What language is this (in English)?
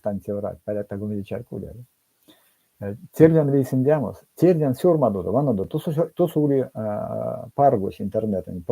Erzya